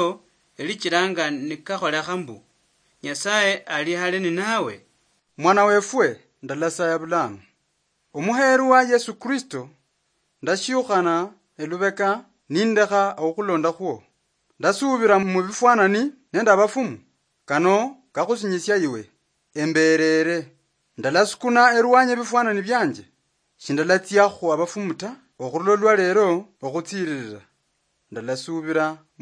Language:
Luyia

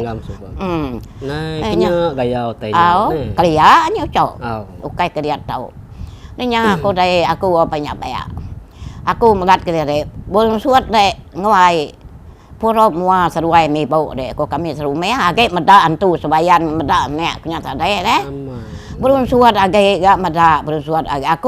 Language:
Iban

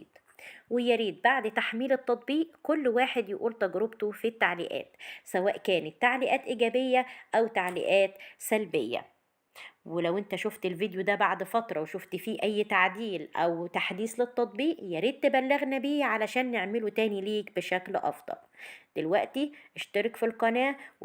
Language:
Egyptian Arabic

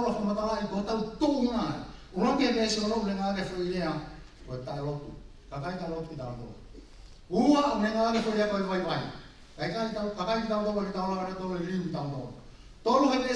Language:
Tongan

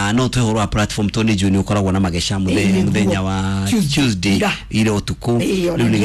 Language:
Kikuyu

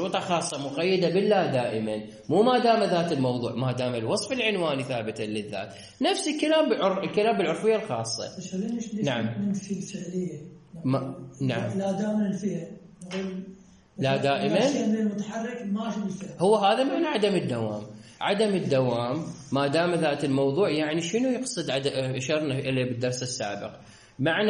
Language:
Mesopotamian Arabic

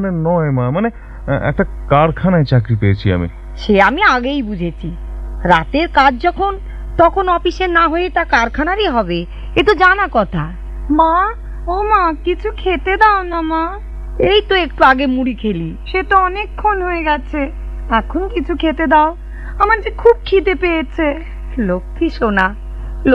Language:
Bangla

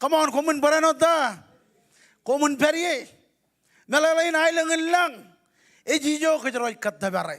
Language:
Marshallese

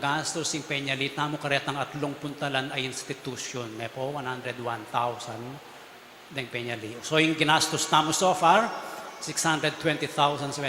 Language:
Pampanga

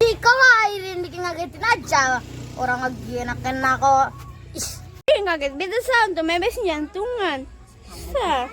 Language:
Ambonese Malay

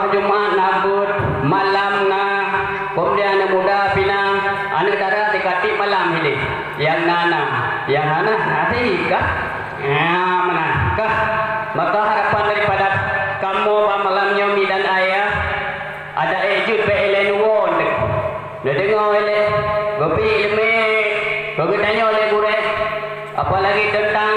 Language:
Achinese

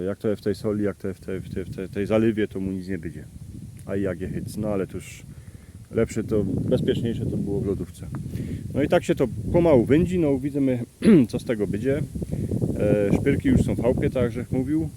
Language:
Silesian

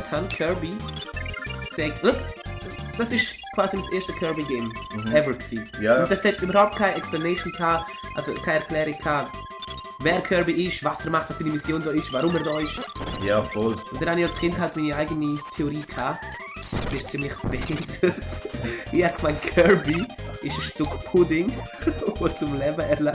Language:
Swiss German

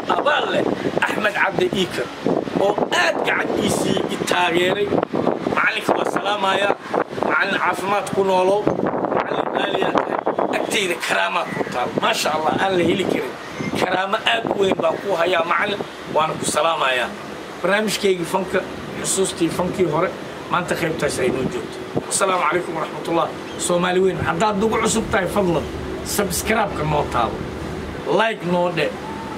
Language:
Somali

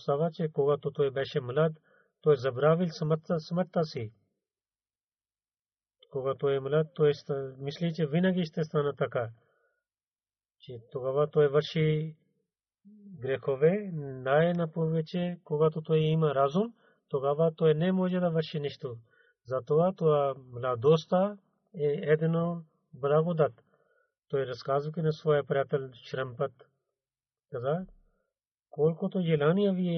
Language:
Bulgarian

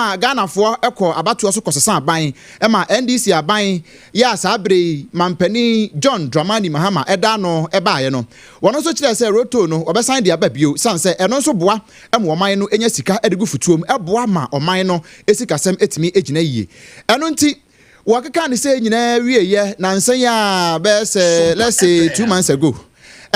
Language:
Akan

